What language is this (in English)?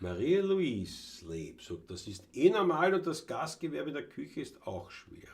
Bavarian